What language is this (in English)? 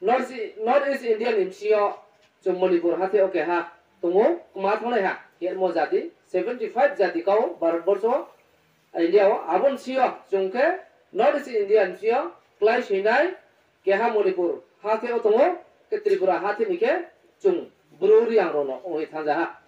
Riang (India)